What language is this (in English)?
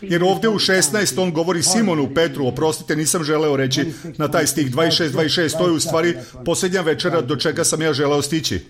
Serbian